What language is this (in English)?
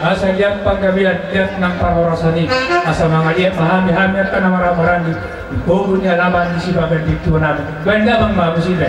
Batak Toba